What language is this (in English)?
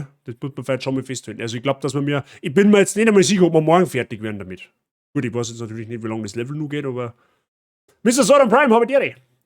Bavarian